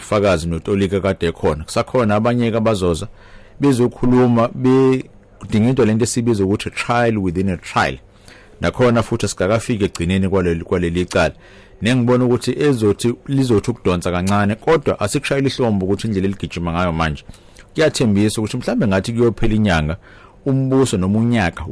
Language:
Zulu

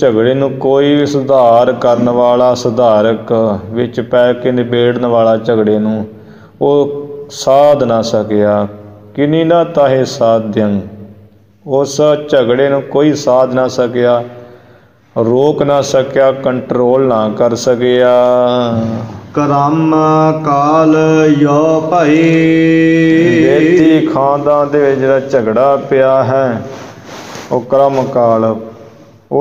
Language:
Punjabi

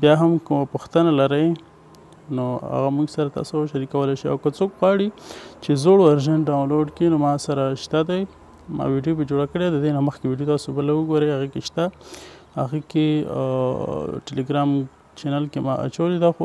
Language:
Pashto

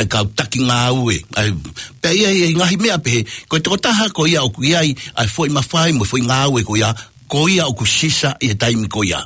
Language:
Tongan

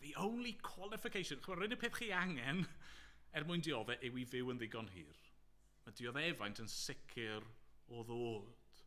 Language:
Welsh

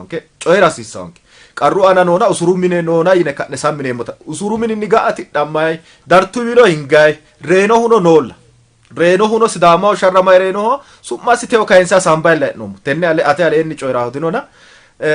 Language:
Sidamo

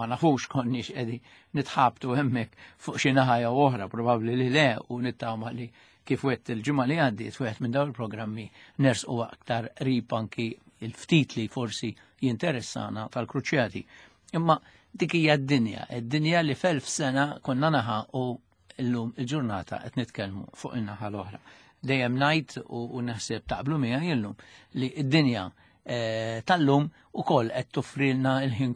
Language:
Maltese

